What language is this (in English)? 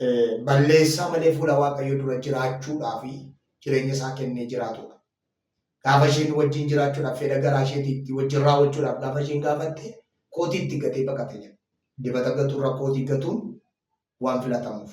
Oromo